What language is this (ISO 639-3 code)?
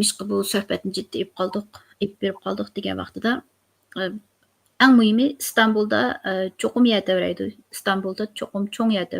uig